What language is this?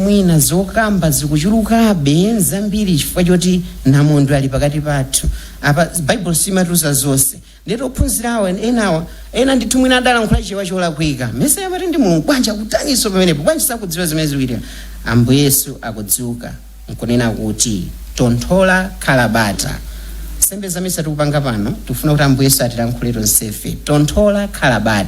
Nyanja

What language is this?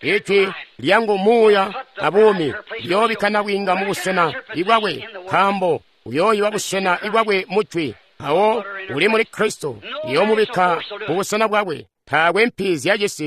Tonga (Zambia)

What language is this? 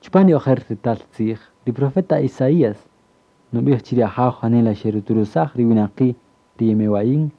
Kaqchikel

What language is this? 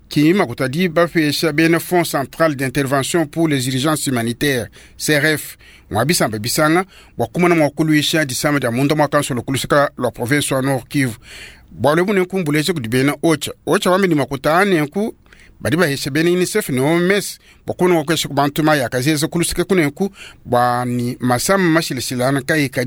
Luba-Lulua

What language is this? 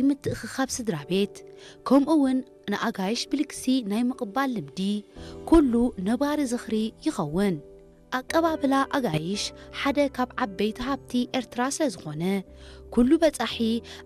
Tigrinya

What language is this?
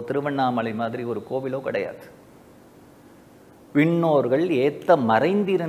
Tamil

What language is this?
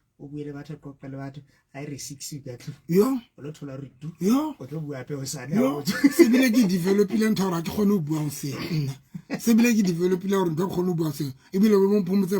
Southern Sotho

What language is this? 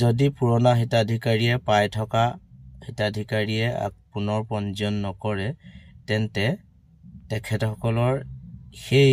Assamese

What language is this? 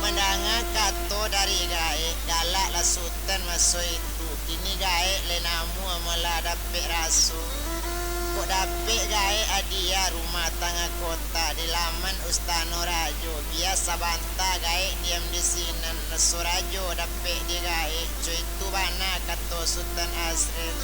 Minangkabau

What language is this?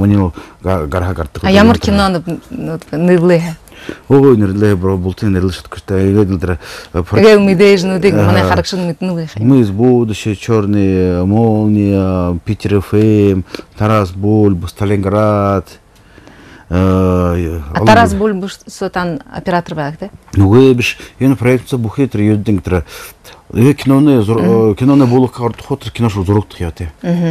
Buriat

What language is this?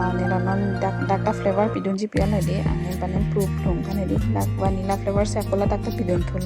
Karbi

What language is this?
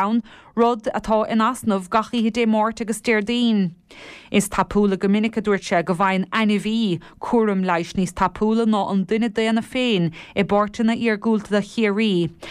Irish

